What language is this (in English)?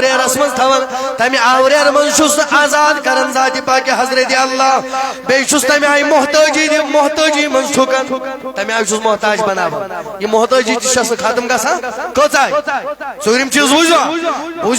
Kashmiri